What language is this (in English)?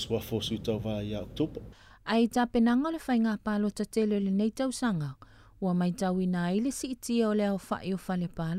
Samoan